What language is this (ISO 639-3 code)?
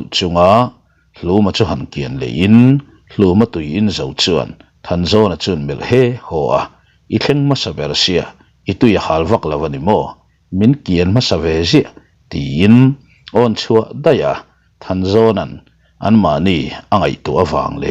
lus